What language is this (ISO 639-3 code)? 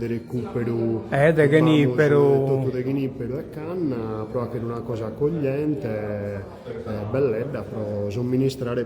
srd